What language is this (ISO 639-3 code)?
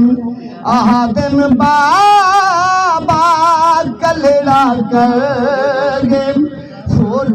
skr